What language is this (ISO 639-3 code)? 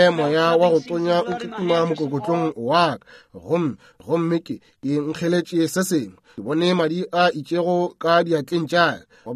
nso